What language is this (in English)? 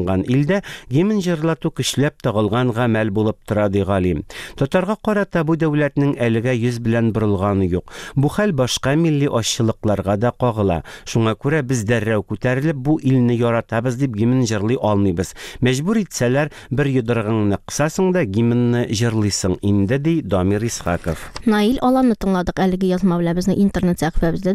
Tatar